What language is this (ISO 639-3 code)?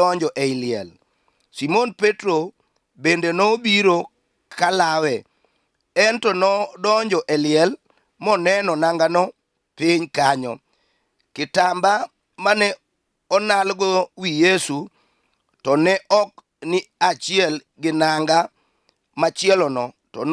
luo